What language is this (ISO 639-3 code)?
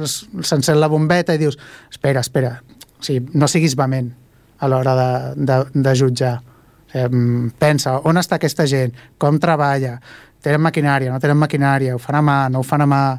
cat